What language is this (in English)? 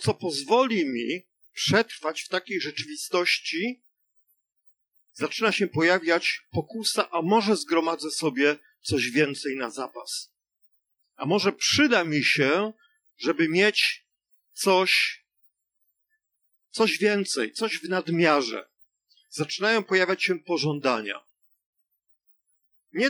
Polish